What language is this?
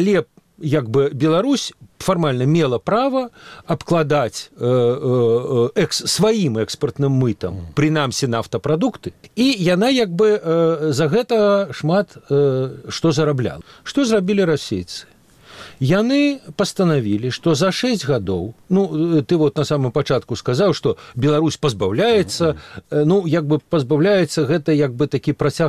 Belarusian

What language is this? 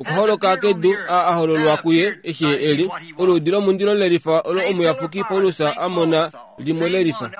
Kuanyama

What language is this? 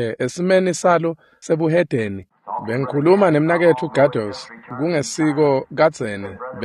Swati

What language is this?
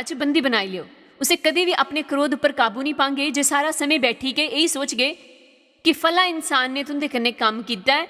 Dogri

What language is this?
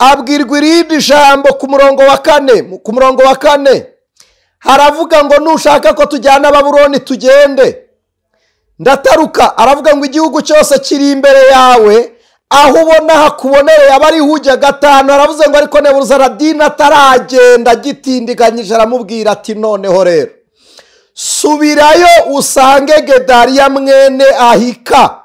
Kinyarwanda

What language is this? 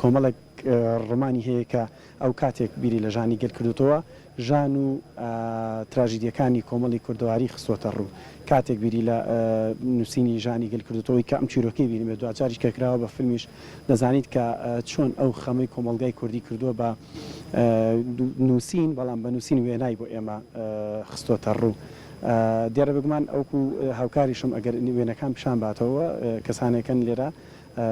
Central Kurdish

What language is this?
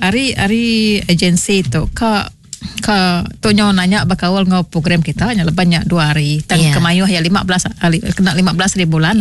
Iban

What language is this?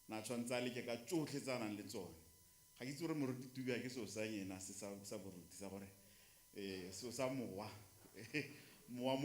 Tswana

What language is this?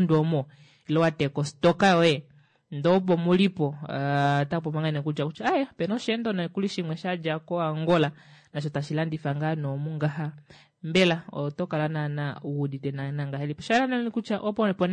Kuanyama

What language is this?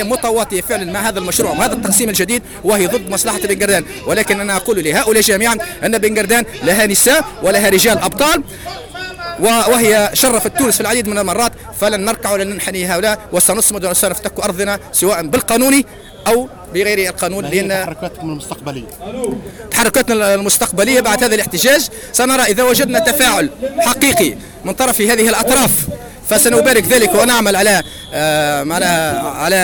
Tunisian Arabic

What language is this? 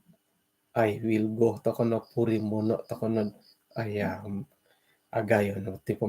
Central Dusun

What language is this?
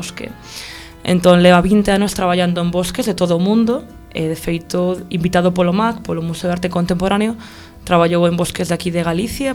Galician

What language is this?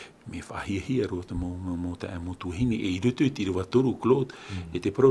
Tahitian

